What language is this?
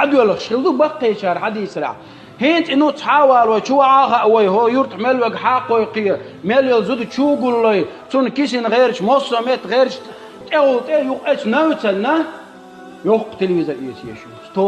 Chechen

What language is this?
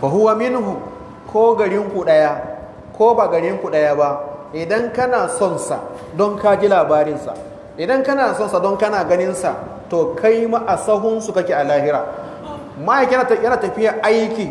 Hausa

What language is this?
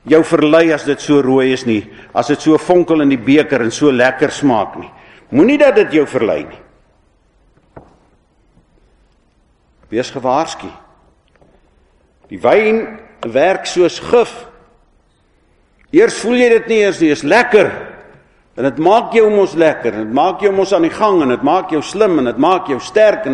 Afrikaans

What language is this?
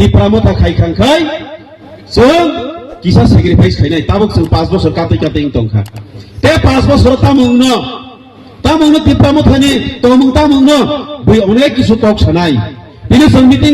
Kok Borok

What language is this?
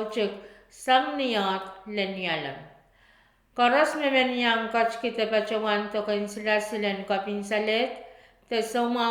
Pohnpeian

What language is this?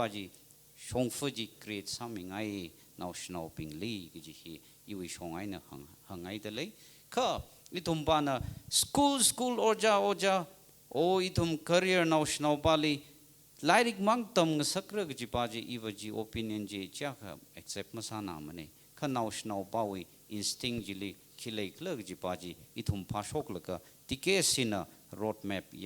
Tangkhul Naga (India)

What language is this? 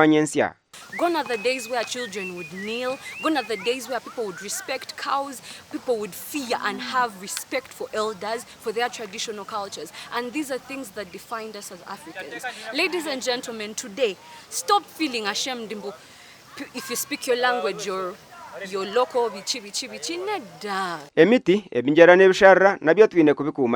Nyankole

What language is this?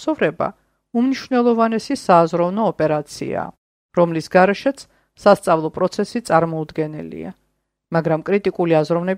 Georgian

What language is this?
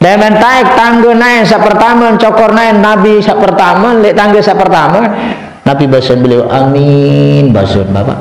Sasak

